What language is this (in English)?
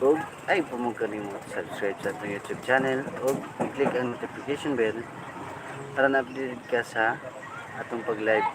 Cebuano